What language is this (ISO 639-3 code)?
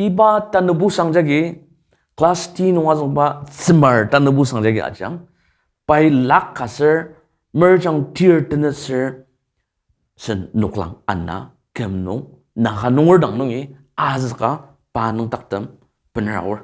njo